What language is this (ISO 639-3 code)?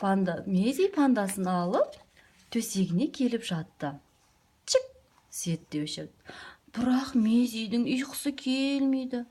kaz